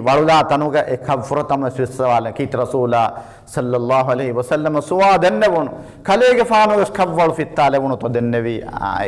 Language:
Divehi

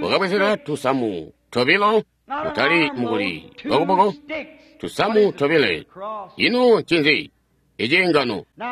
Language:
Tonga (Zambia)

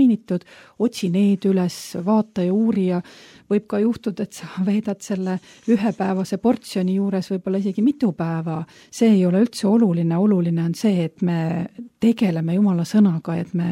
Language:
Estonian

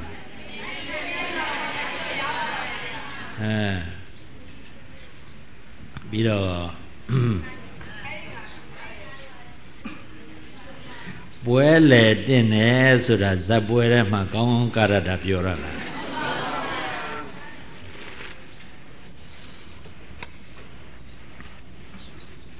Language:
Burmese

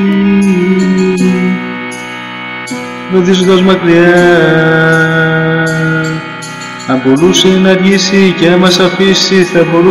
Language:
Greek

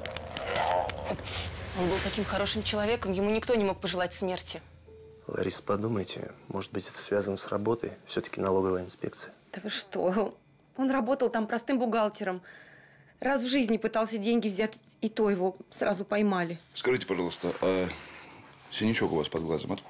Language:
Russian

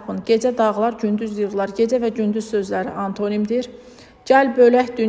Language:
Azerbaijani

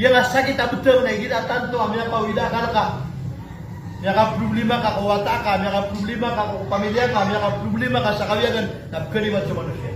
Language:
Maranao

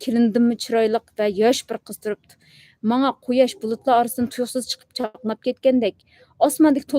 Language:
Uyghur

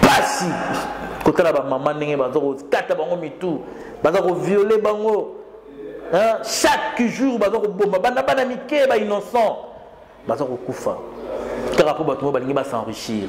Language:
Lingala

